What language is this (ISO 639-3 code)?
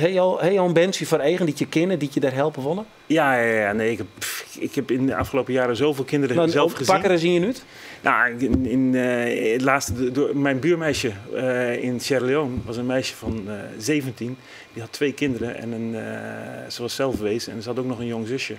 fry